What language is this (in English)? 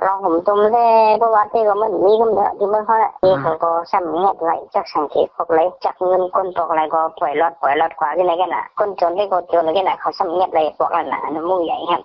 Shan